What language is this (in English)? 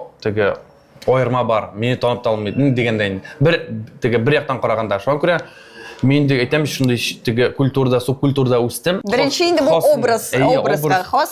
Tatar